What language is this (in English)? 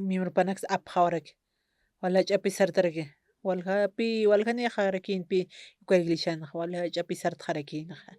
Aymara